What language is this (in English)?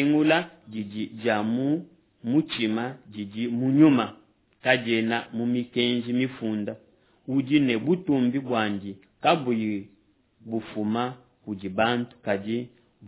Luba-Lulua